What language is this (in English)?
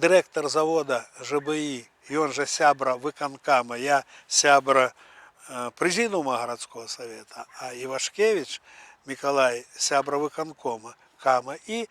Belarusian